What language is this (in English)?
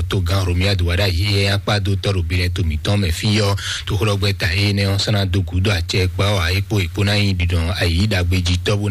Fon